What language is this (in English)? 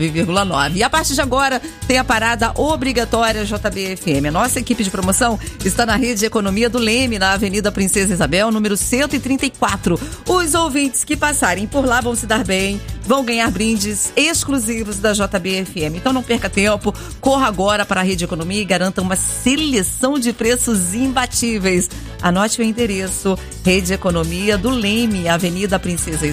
Portuguese